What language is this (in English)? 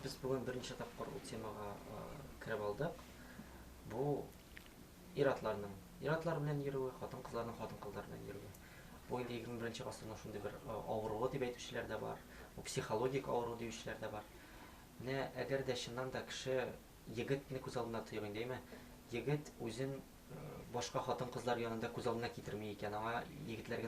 Tatar